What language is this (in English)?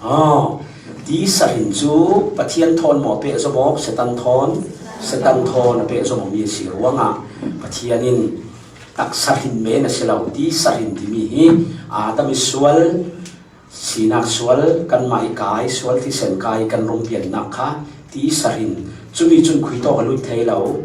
Falam Chin